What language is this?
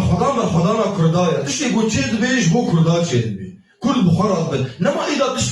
Kurdish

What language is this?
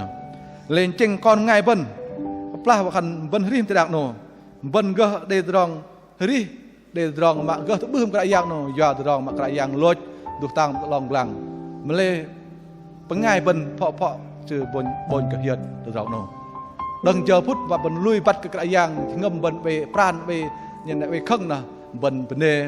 Bahnar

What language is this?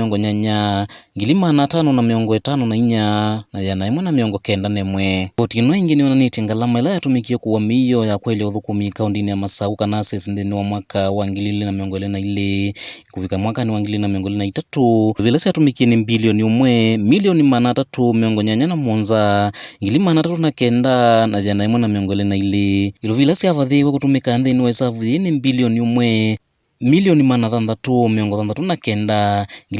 Kamba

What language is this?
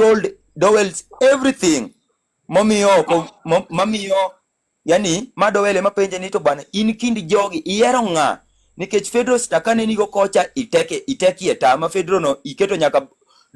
Luo (Kenya and Tanzania)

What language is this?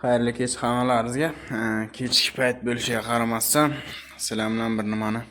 Uzbek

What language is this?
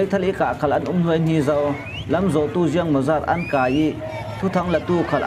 Falam Chin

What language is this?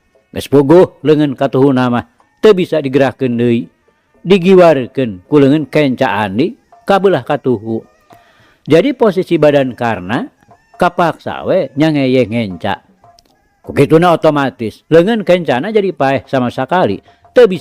Sundanese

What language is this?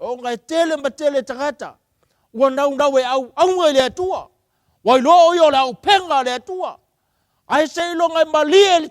Samoan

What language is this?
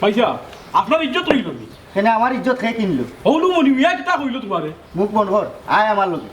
Sylheti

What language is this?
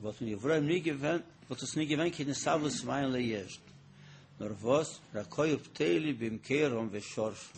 Yiddish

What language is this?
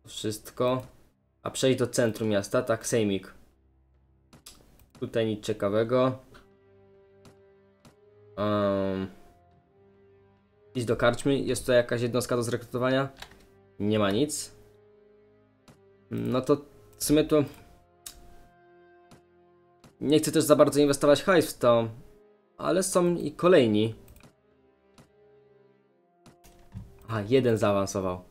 Polish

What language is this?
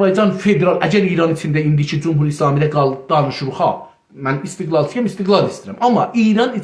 South Azerbaijani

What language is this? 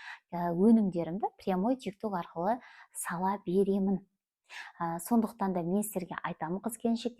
Kazakh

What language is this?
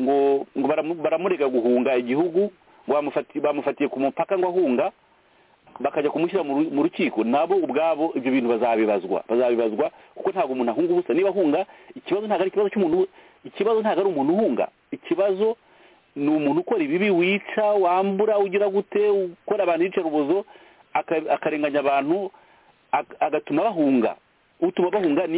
Kinyarwanda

